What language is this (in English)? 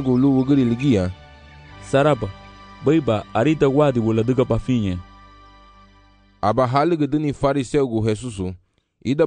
Garifuna